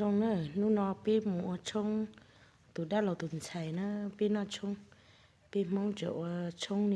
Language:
Hmong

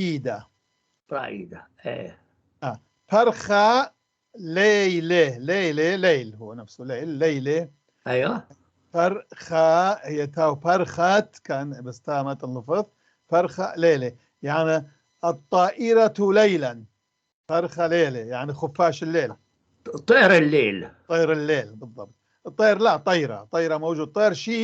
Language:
North Levantine Arabic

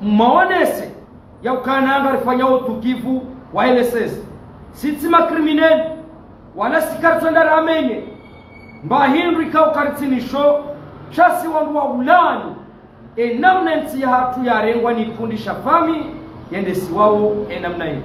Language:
Ngazidja Comorian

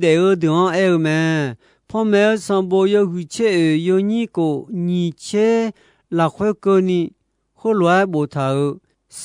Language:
Akha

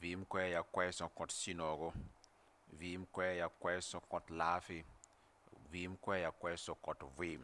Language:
Mossi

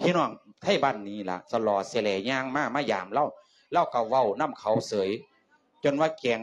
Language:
Lao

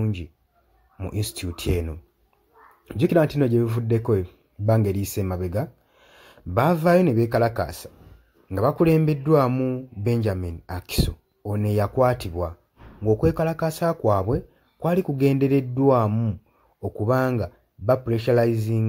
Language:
Ganda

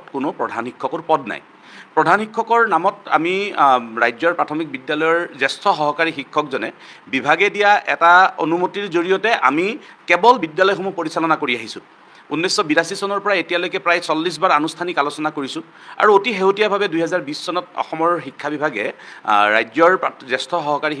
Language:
Assamese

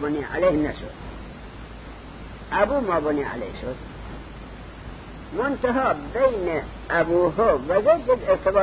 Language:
Persian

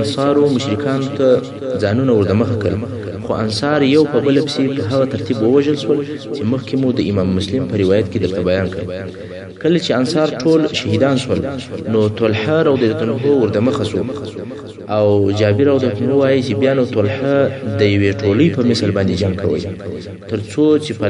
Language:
Pashto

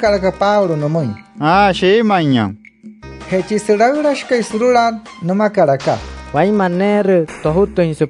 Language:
Wayuu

